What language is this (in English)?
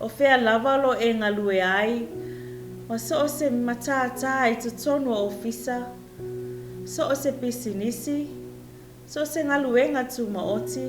Samoan